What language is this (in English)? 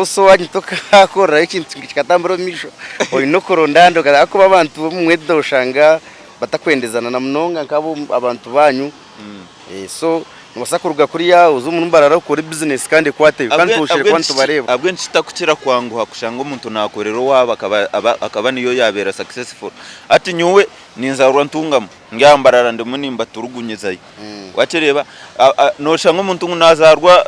Nyankole